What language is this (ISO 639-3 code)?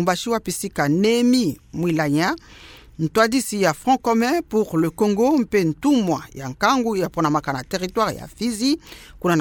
ktu